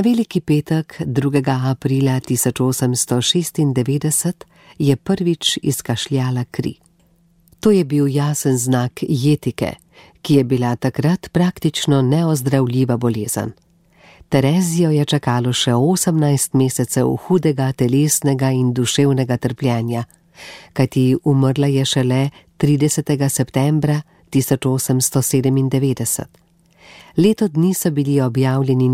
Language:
Slovenian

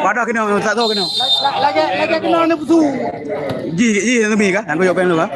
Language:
Achinese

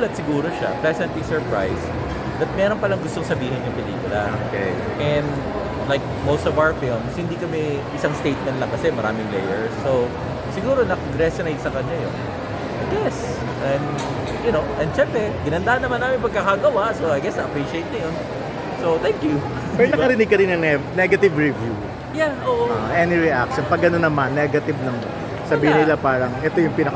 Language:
Filipino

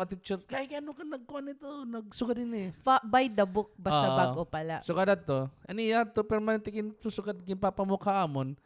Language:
Waray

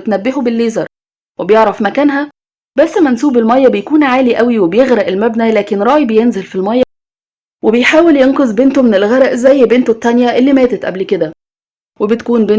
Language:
Egyptian Arabic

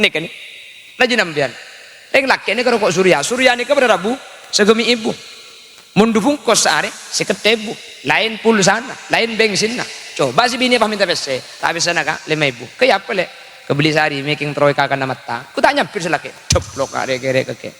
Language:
Madurese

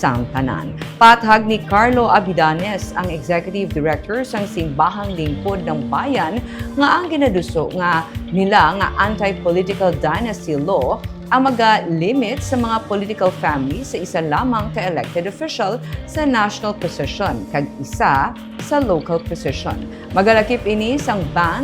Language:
Hiligaynon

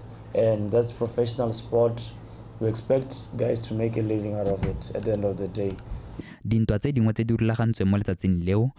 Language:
Tswana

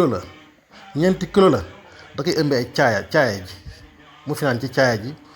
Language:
Wolof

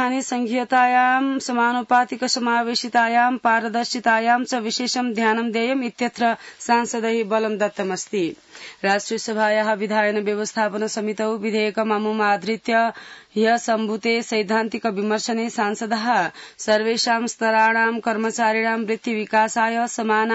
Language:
Sanskrit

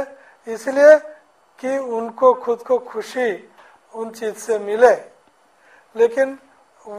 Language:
Hindi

